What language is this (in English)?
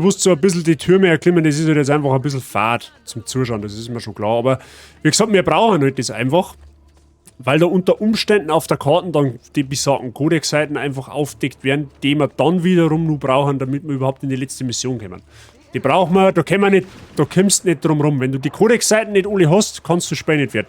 Bavarian